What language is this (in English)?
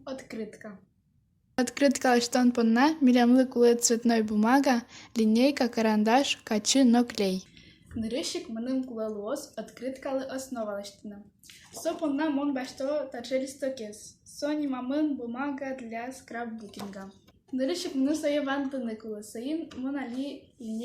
Udmurt